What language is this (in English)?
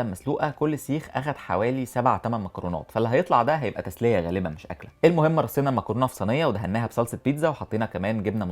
Egyptian Arabic